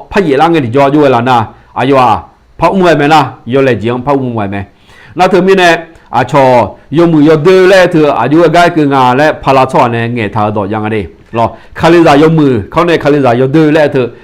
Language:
Akha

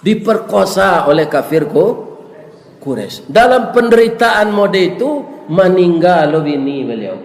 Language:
Minangkabau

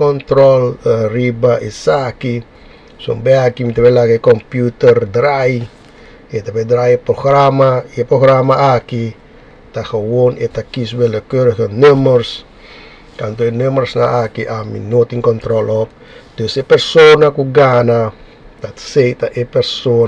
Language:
Papiamento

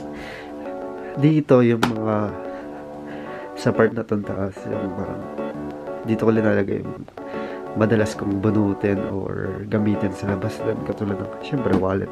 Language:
Filipino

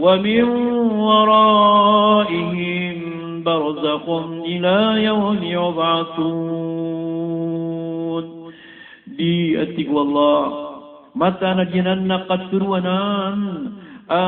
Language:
Maranao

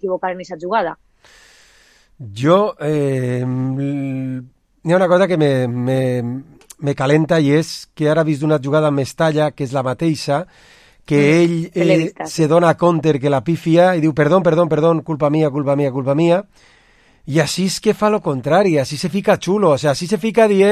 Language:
Catalan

